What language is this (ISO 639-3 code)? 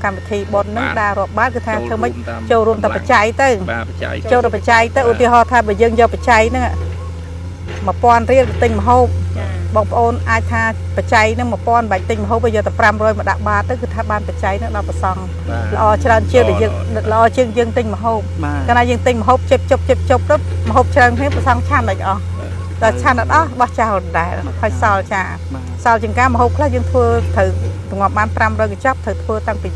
khm